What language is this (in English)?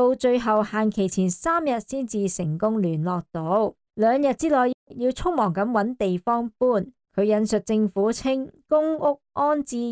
Cantonese